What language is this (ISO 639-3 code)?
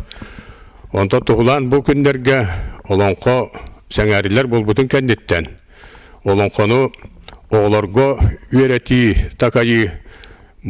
sah